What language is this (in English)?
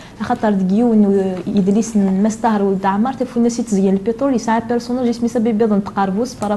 Kabyle